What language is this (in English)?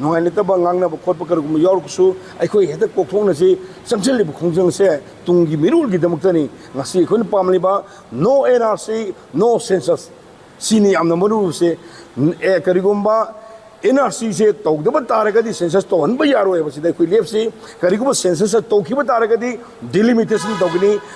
Manipuri